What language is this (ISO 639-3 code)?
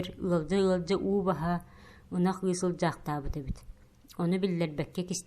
sah